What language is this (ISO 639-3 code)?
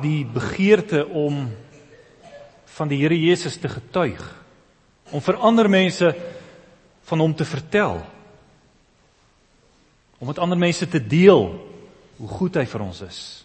afr